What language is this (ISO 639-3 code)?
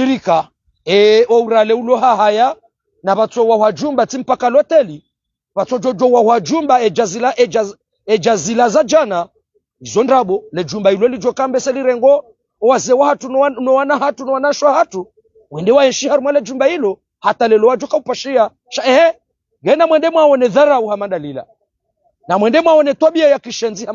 zdj